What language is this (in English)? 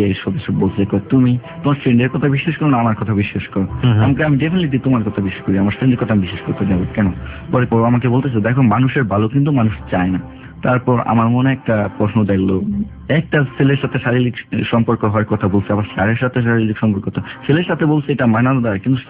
Bangla